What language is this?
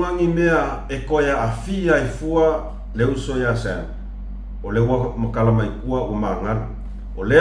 Samoan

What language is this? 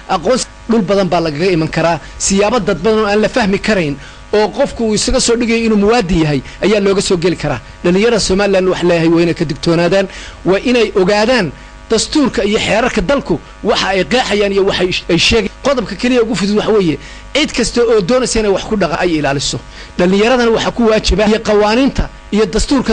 Somali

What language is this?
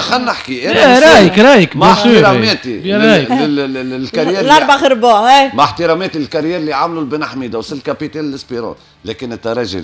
Tunisian Arabic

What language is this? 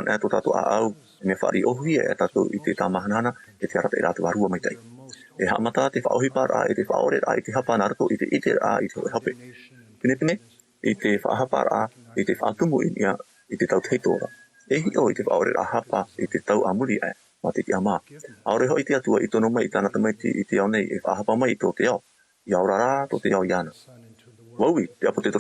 Tahitian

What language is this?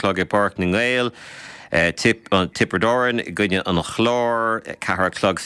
Irish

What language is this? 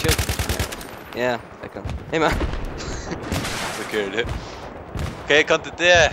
Faroese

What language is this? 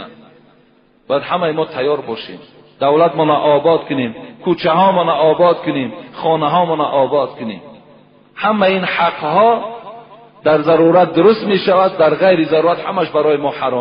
Tajik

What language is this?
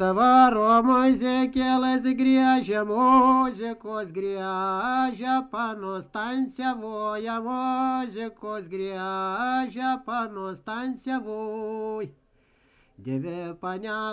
Lithuanian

